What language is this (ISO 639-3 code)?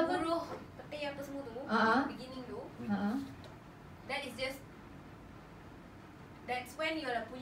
msa